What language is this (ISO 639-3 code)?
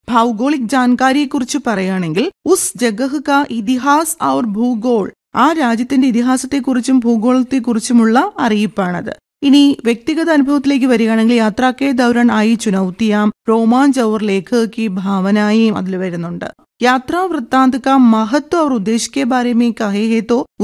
mal